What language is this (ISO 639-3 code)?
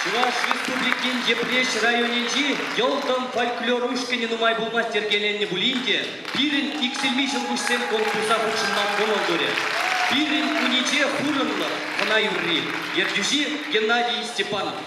chv